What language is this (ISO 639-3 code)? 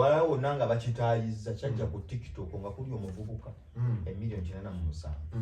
lug